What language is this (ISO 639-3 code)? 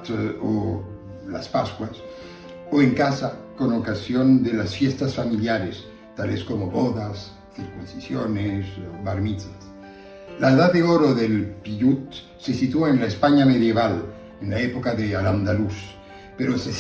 lad